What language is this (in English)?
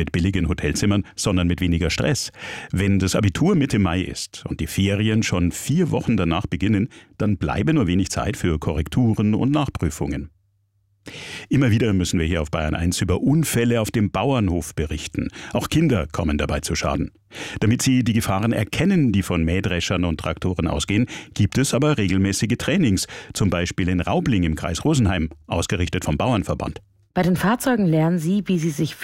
German